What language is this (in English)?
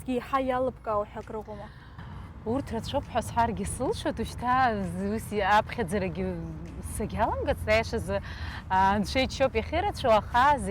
Abkhazian